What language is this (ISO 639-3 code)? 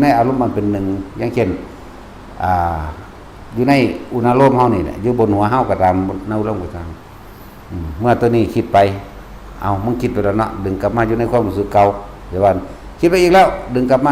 lao